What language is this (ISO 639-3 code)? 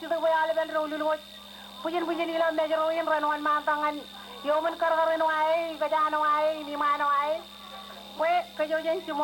mah